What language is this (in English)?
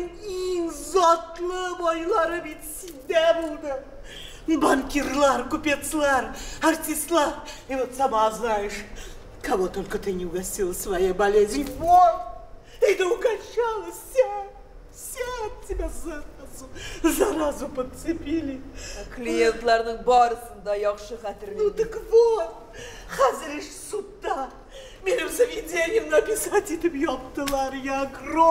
Tatar